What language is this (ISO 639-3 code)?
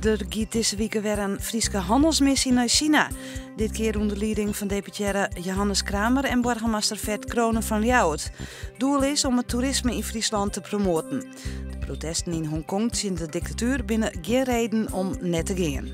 fry